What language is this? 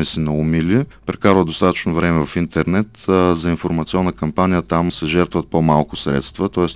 Bulgarian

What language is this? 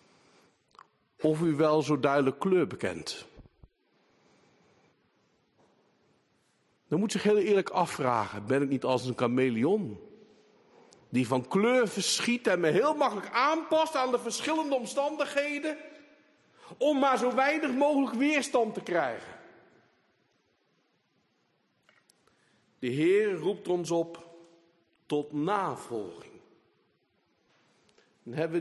Dutch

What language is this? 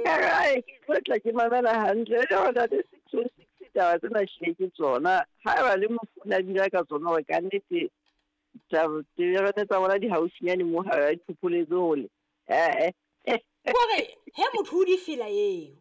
Southern Sotho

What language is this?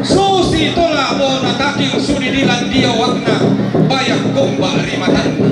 Toraja-Sa'dan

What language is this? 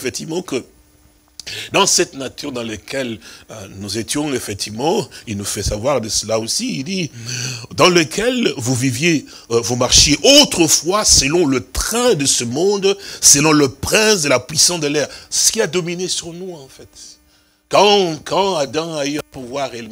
French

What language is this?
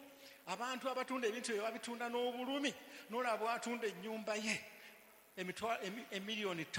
Ganda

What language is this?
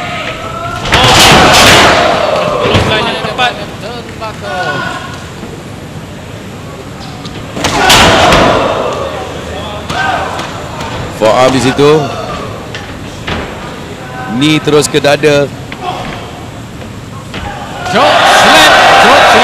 Malay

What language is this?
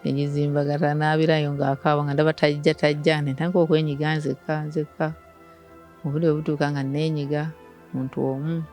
Ganda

